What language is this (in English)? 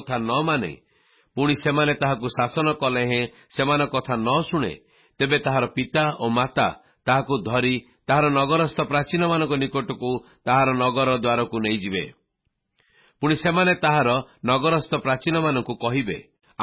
Odia